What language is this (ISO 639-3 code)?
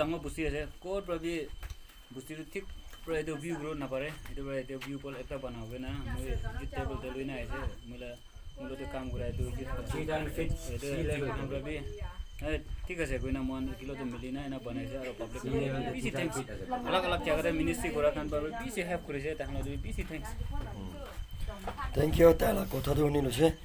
nag